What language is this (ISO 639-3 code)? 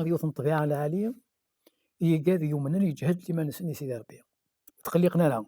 kab